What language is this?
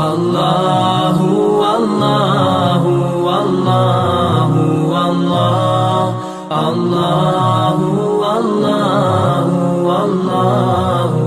Chechen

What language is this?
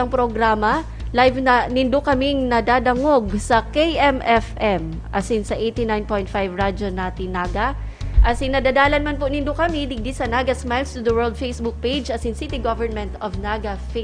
Bikol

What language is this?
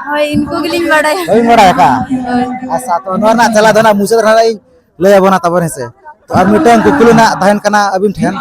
Santali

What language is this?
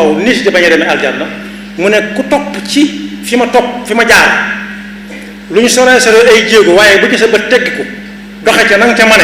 Wolof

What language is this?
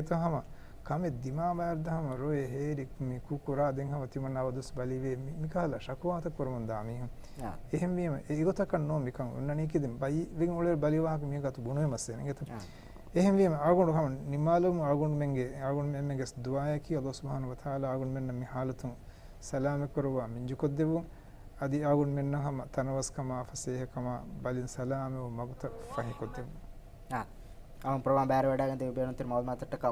Divehi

